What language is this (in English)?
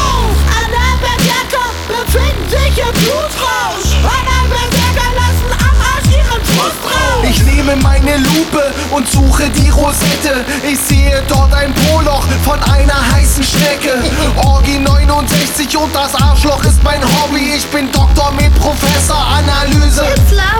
German